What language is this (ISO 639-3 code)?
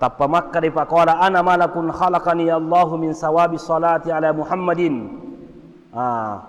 bug